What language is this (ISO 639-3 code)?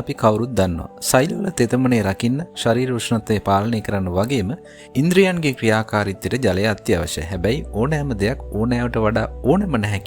sin